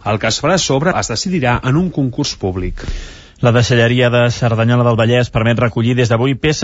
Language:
Catalan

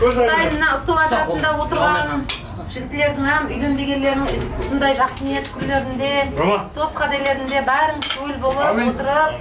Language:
Kara-Kalpak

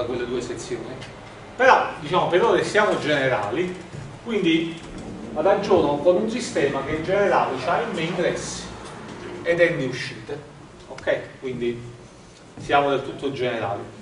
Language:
Italian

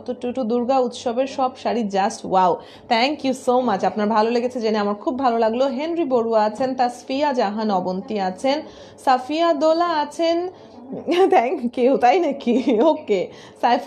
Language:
Bangla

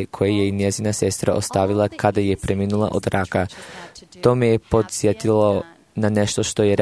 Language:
Croatian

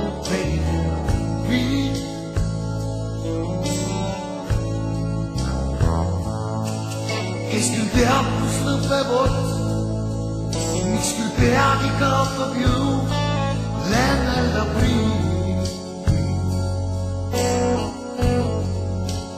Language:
Estonian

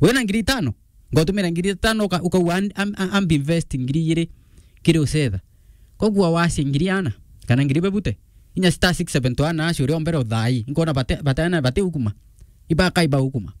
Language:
Meru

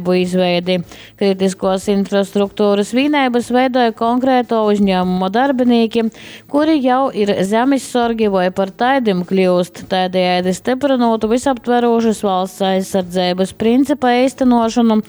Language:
Latgalian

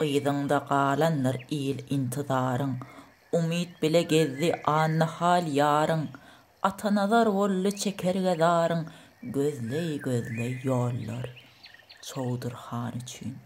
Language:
Turkmen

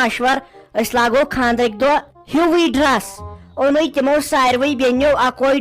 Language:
Kashmiri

